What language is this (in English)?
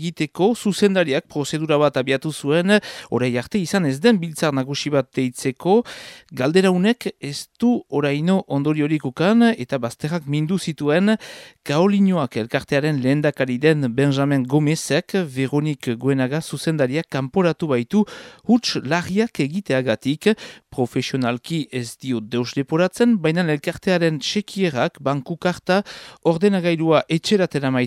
Basque